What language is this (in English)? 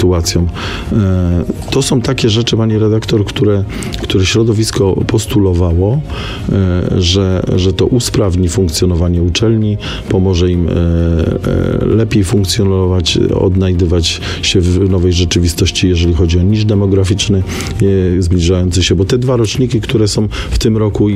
Polish